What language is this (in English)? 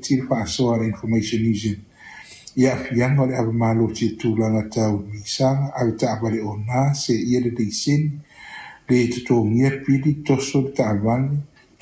Samoan